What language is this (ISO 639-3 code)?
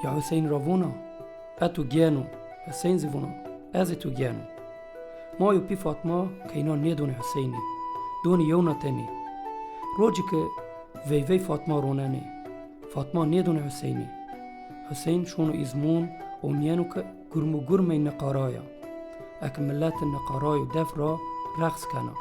zza